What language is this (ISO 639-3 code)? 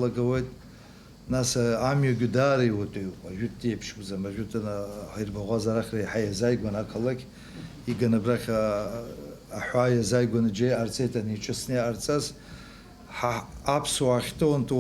abk